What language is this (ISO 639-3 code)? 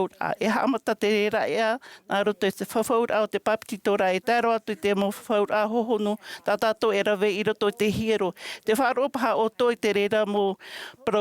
tah